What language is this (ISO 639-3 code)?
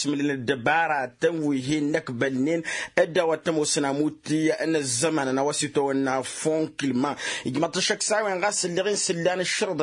taq